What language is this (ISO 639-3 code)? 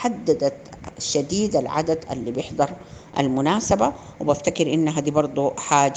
apd